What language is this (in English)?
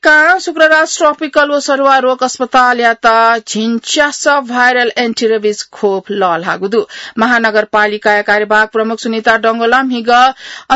Newari